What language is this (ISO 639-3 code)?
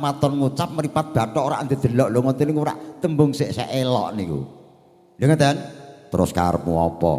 jav